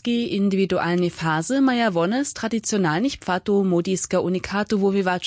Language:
Upper Sorbian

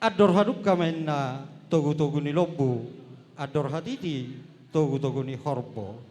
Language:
Batak Toba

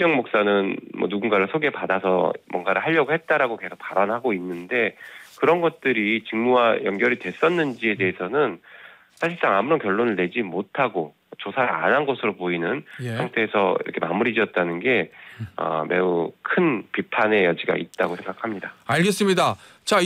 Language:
Korean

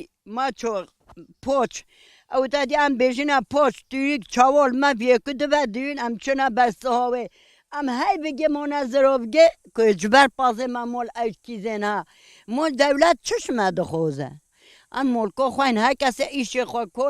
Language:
Kurdish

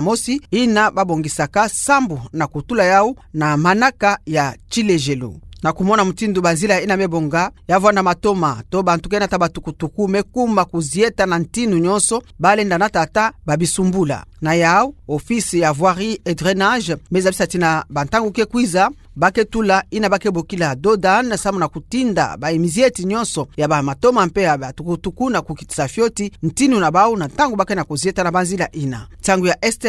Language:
Kituba (Democratic Republic of Congo)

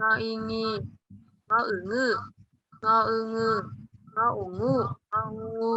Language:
Shan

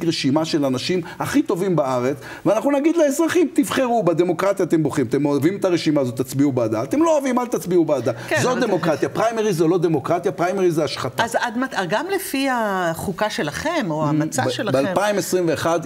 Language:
Hebrew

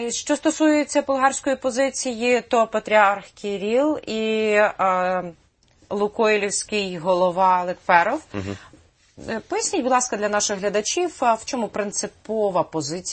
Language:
Ukrainian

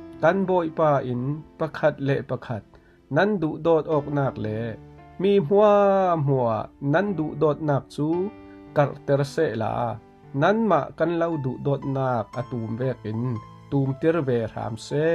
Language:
Falam Chin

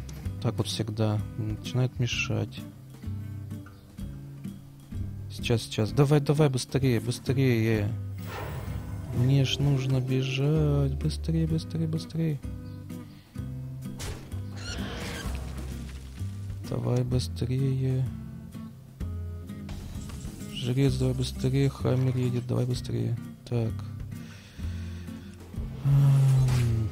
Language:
Russian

